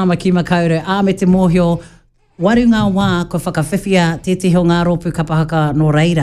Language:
Māori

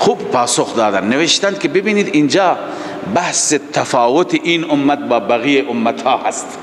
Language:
Persian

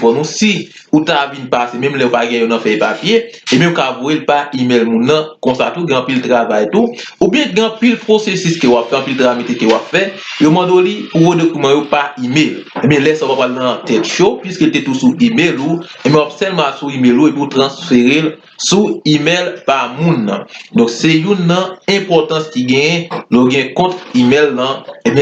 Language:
Haitian Creole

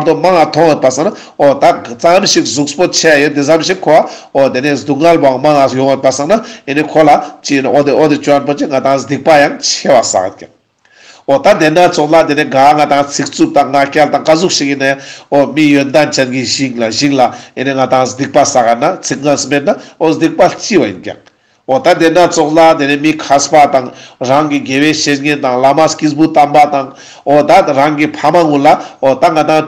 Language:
Ladakhi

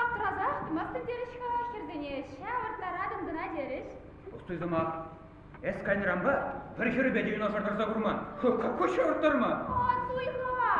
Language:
Chuvash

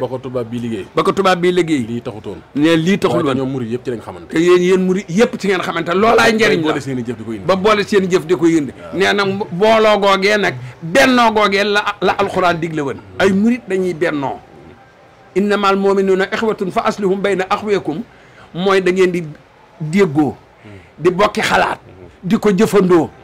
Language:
Wolof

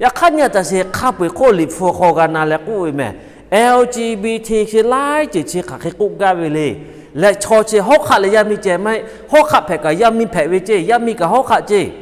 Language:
Lahu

